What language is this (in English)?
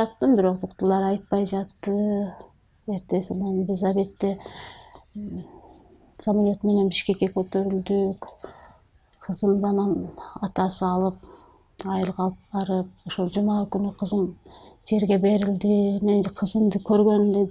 Kyrgyz